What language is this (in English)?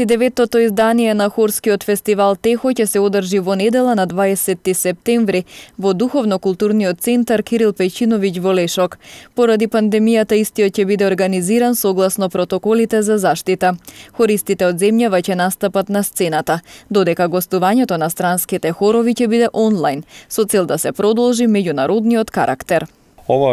Macedonian